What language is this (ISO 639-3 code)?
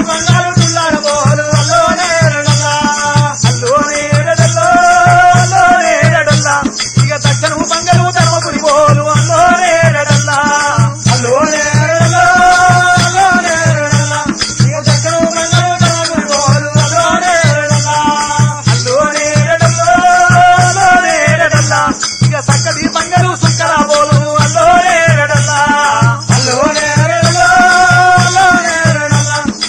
tel